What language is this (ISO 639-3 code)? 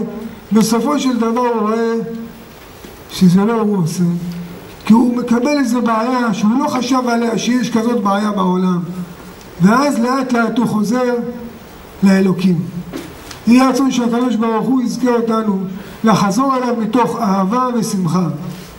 heb